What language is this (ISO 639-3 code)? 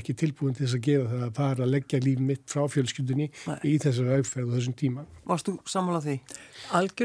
isl